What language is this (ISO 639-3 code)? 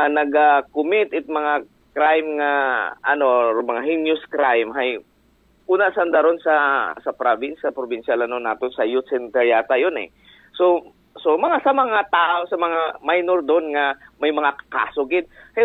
akl